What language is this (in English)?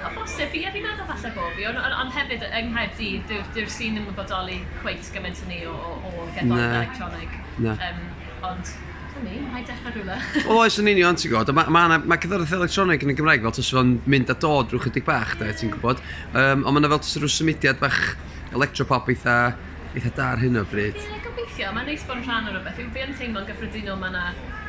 Welsh